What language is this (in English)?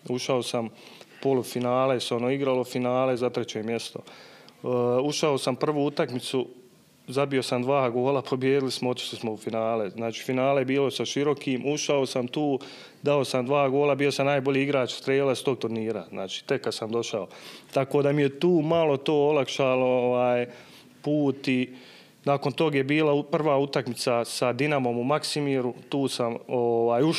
Bosnian